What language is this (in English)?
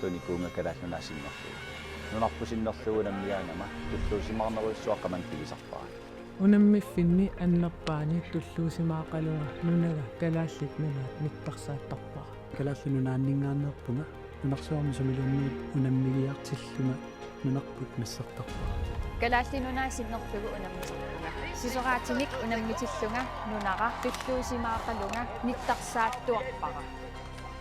Kalaallisut